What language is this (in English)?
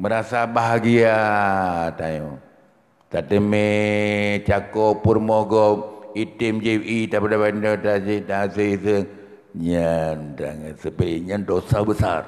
Achinese